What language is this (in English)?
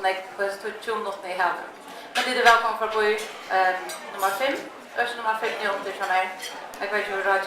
Faroese